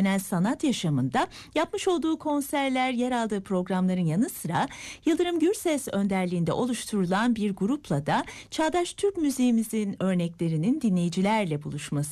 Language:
Turkish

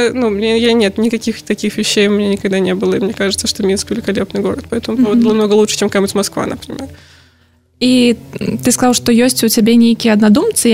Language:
Belarusian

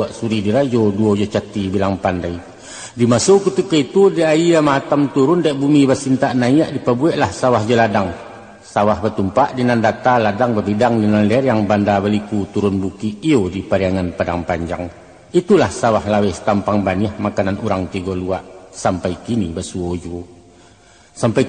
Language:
Minangkabau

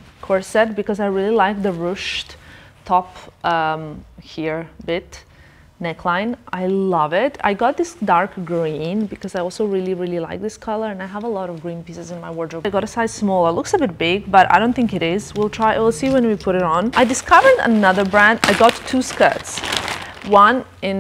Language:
English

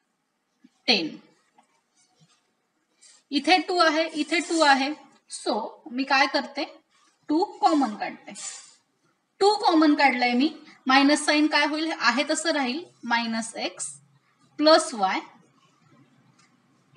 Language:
Marathi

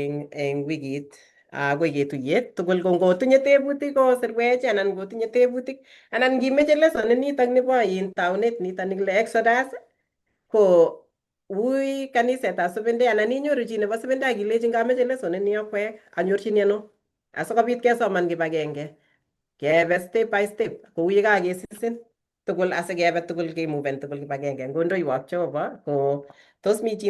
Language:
Kalenjin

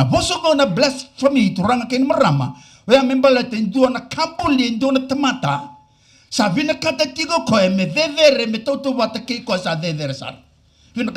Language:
Fijian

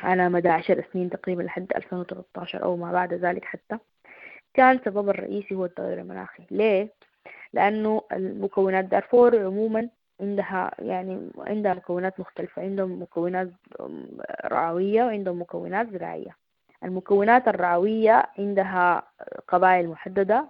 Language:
Sudanese Arabic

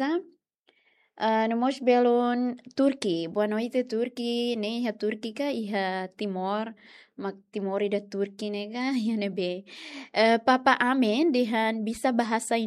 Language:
Tetum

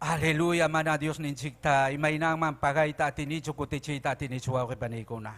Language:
Ayacucho Quechua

